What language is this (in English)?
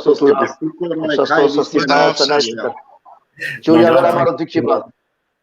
Balkan Romani